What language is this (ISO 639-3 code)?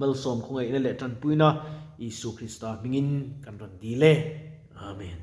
lus